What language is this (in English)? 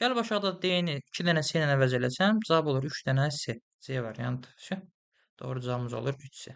Azerbaijani